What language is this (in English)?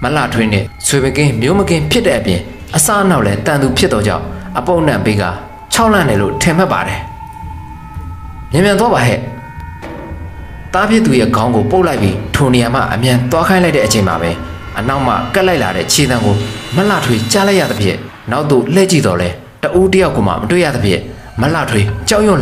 Burmese